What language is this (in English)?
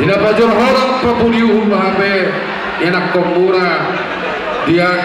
Batak Toba